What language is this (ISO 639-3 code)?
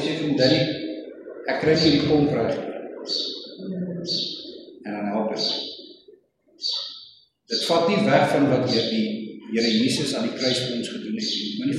afr